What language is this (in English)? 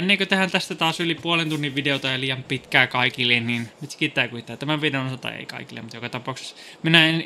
Finnish